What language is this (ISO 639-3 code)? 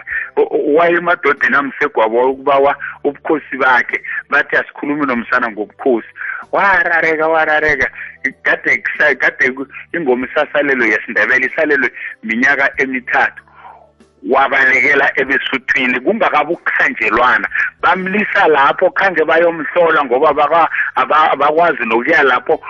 nbl